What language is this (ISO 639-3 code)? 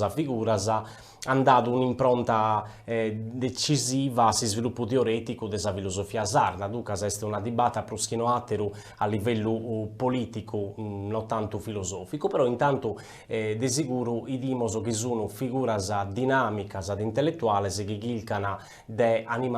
srd